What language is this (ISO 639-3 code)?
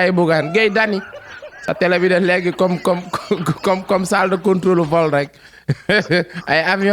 wol